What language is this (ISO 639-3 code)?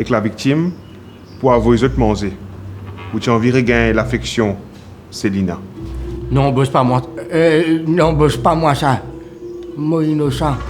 mfe